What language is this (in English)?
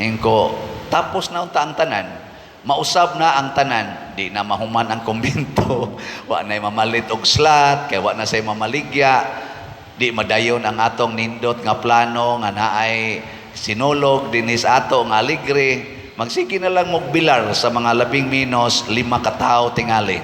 Cebuano